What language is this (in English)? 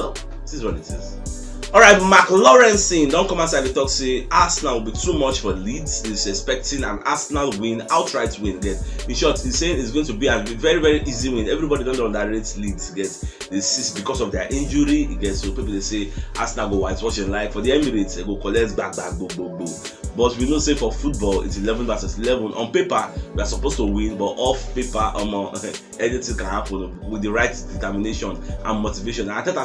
Nigerian Pidgin